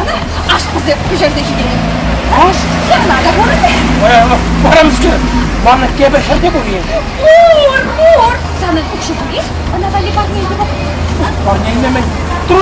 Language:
Chuvash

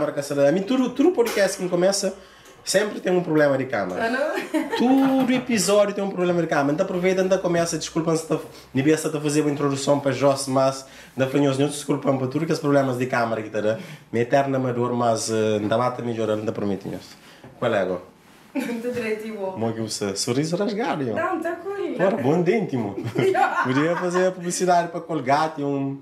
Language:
Kabuverdianu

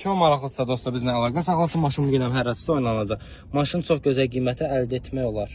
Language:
Azerbaijani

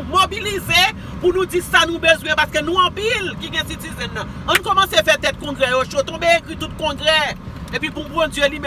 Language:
Haitian Creole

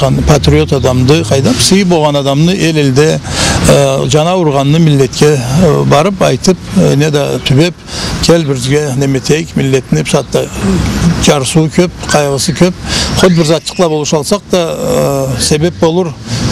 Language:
Karachay-Balkar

